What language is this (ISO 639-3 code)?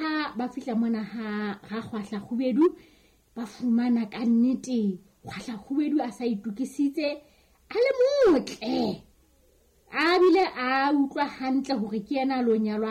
sot